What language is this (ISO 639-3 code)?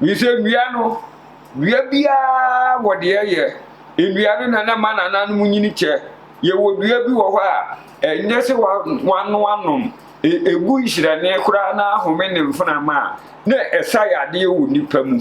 aka